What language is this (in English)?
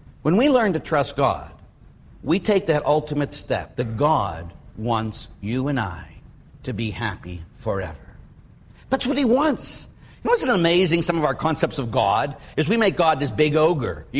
English